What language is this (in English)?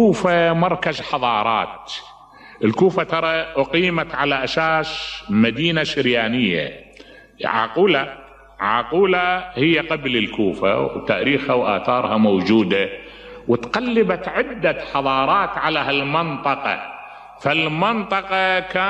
Mesopotamian Arabic